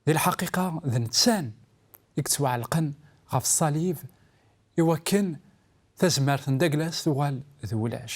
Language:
Kabyle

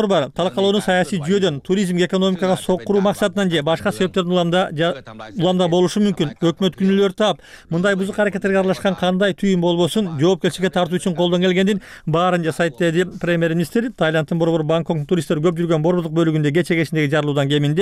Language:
Kyrgyz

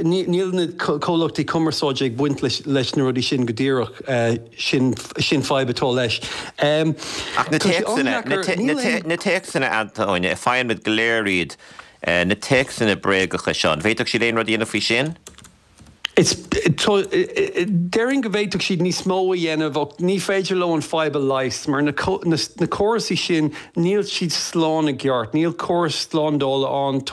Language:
Irish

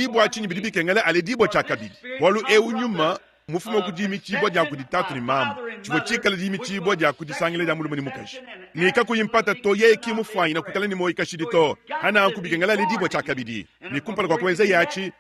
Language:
Luba-Lulua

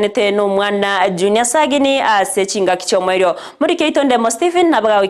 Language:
Gusii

